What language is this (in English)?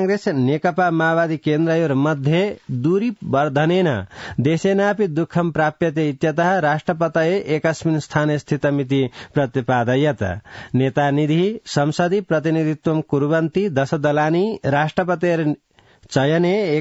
Sanskrit